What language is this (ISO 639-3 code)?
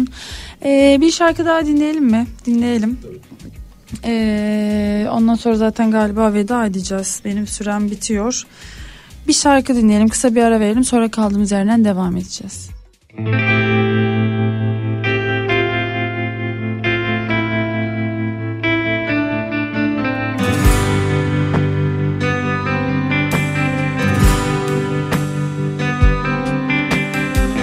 tur